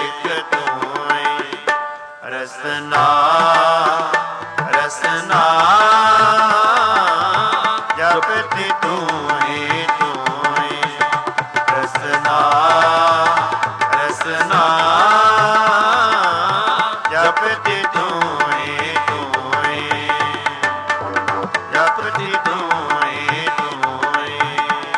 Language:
Punjabi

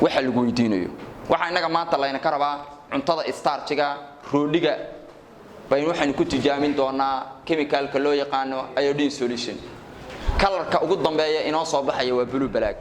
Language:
Somali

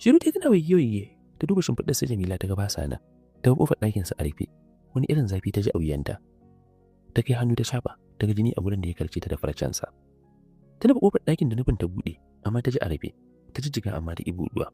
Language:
Hausa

